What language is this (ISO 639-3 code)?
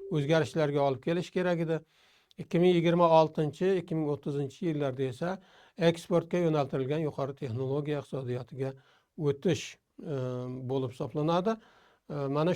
uzb